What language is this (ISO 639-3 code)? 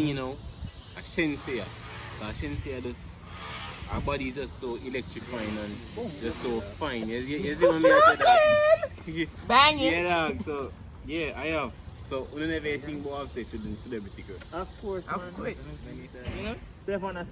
jam